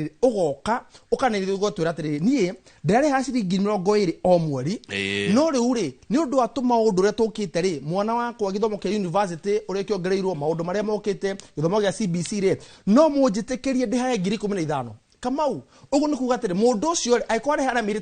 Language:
Kikuyu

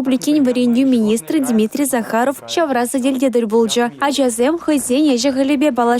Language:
Chuvash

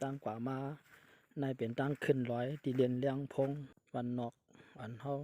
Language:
Shan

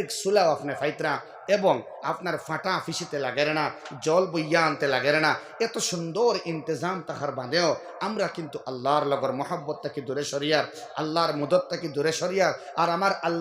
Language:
Sylheti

